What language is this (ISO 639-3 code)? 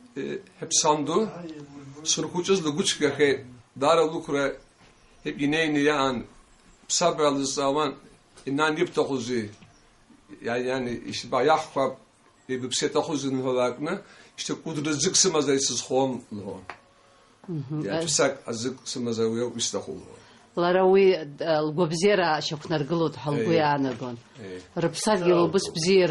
abk